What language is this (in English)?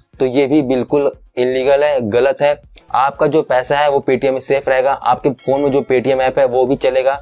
Hindi